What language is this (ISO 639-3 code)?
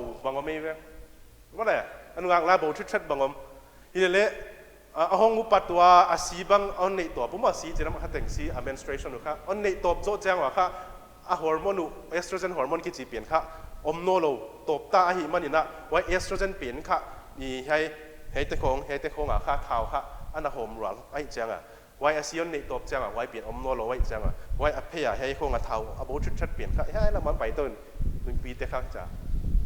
pck